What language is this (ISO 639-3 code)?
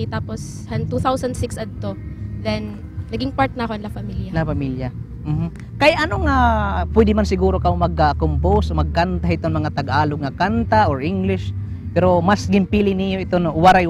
war